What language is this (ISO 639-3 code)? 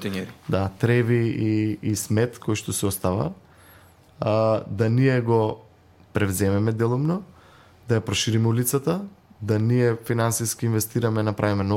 mkd